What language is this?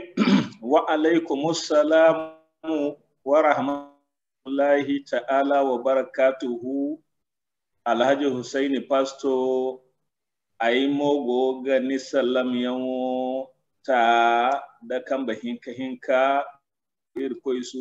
Zarma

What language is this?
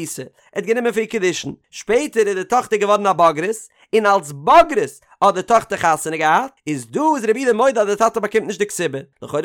Yiddish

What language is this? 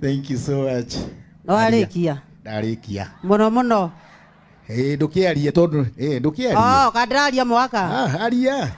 Kikuyu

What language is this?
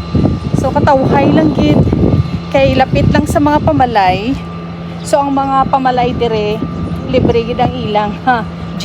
Hiligaynon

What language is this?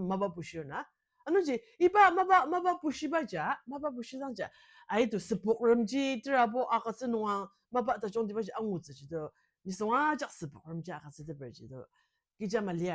Ao Naga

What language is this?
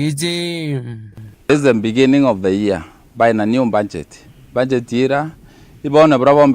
Meru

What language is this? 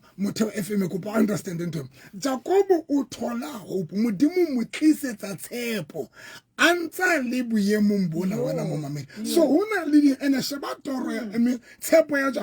Southern Sotho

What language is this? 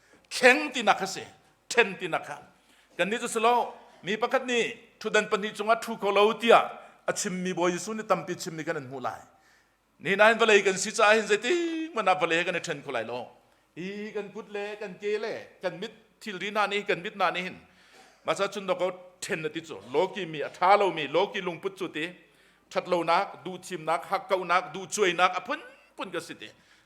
Hakha Chin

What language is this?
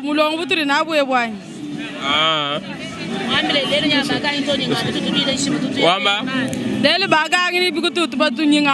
Luba-Lulua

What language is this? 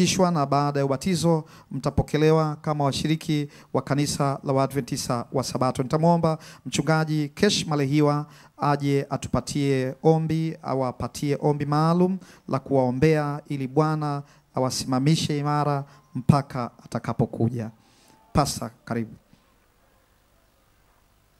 Swahili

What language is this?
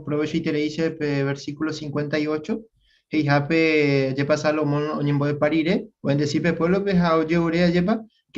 Guarani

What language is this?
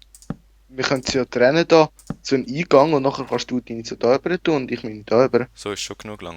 Swiss German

